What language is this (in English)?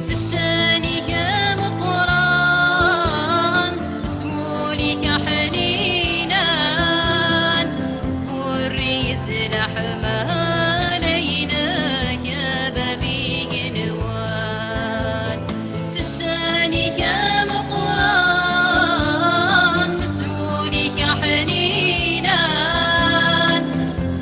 Kabyle